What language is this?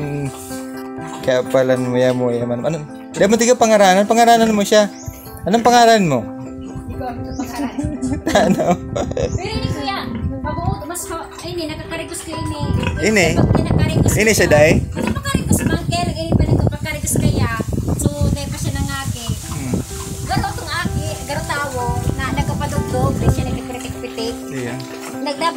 Bikol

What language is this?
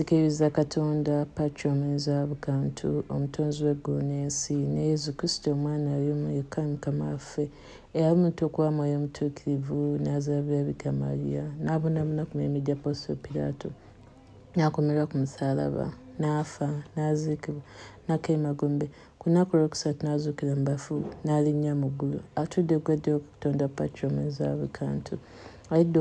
Ganda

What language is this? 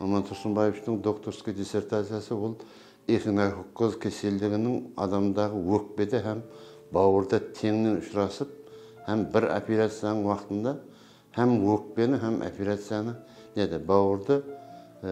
Kara-Kalpak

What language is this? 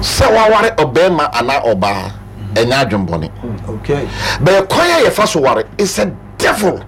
Akan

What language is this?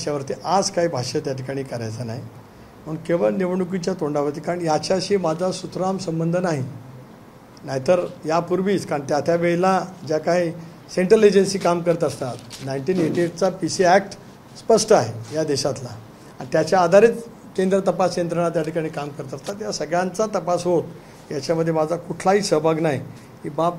Marathi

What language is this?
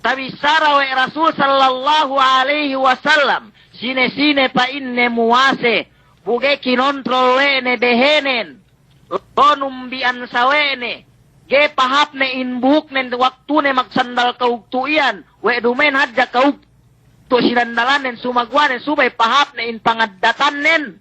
Yakan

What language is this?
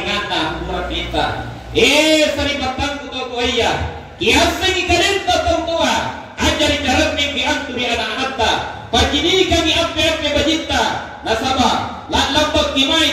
Makasar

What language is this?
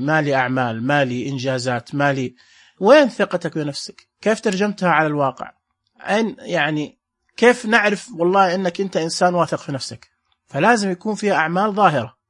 Najdi Arabic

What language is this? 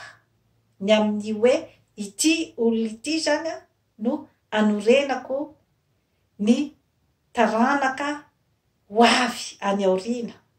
Malagasy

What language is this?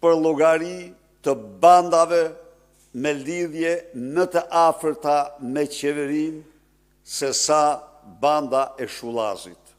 Albanian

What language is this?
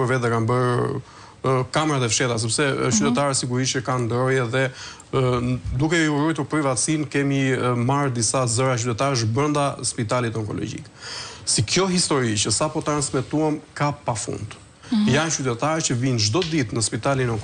Albanian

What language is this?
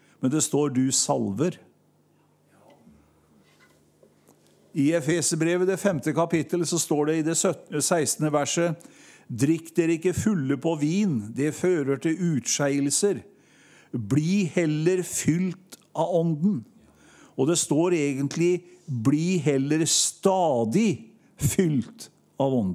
Norwegian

